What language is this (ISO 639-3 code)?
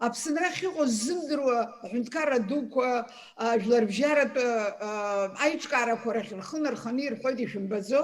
abk